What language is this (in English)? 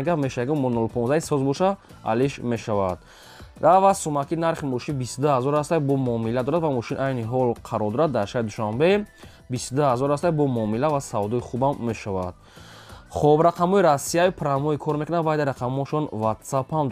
Tajik